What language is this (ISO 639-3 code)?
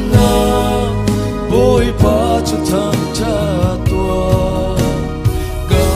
cnh